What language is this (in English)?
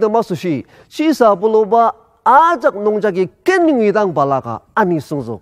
Ao Naga